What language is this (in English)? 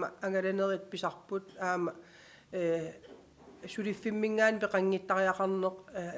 Kalaallisut